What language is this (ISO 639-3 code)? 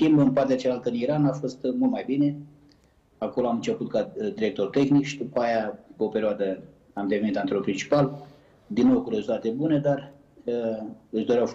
ron